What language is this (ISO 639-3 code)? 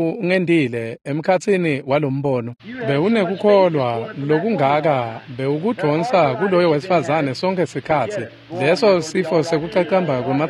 ssw